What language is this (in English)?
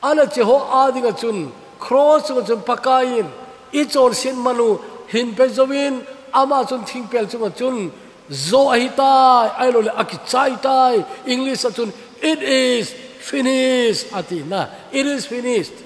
Thado Chin